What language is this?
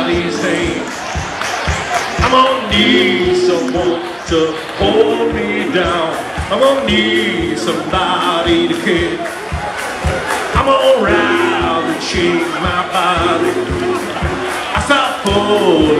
English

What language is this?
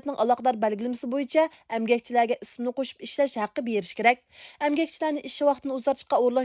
Uyghur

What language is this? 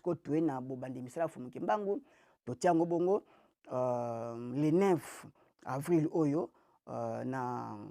Lingala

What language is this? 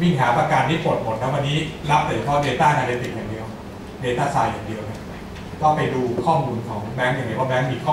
Thai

